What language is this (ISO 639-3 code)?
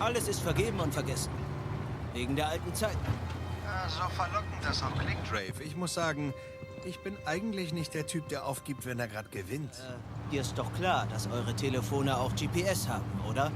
gsw